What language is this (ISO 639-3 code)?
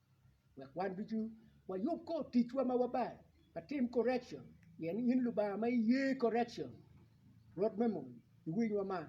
ach